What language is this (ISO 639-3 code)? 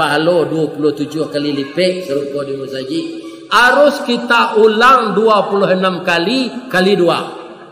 min